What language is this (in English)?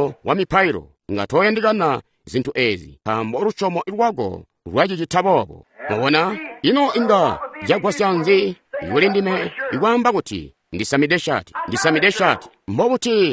Tonga (Zambia)